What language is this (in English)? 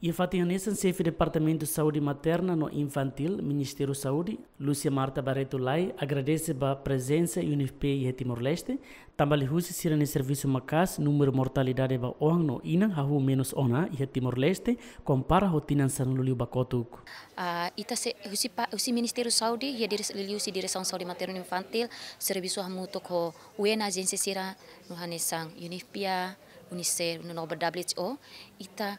Tetum